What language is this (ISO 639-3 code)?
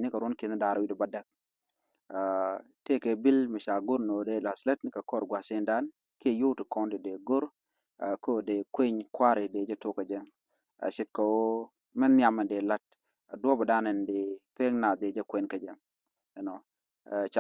nus